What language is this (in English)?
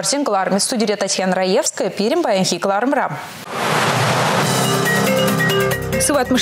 Chuvash